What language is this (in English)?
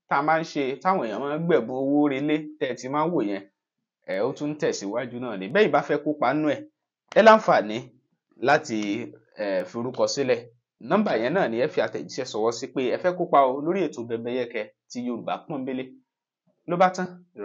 Yoruba